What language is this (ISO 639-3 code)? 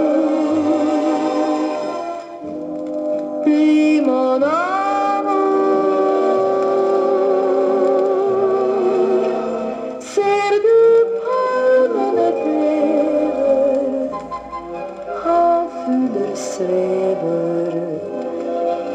nor